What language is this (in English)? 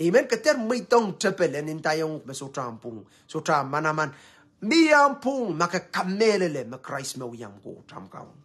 Pohnpeian